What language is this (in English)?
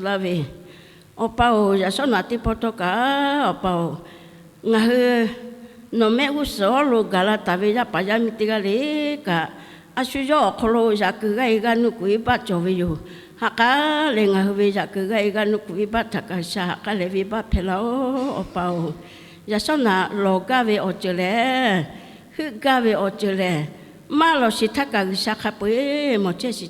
Lahu